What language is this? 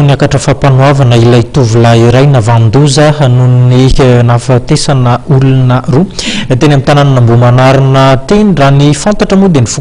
Malagasy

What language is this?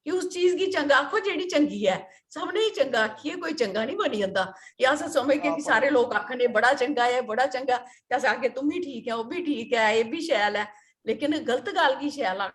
Dogri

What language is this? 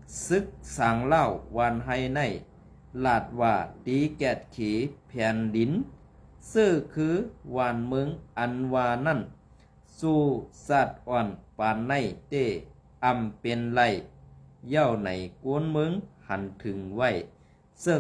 Shan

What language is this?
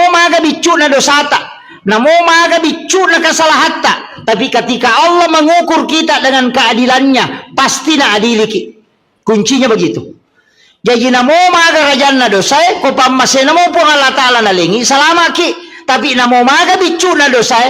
Buginese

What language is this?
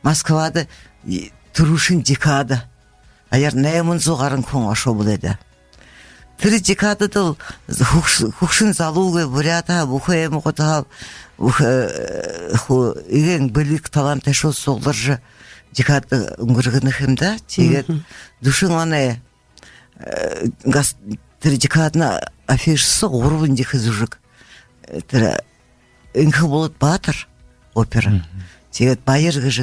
Buriat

